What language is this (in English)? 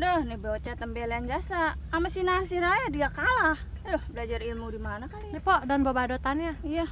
Betawi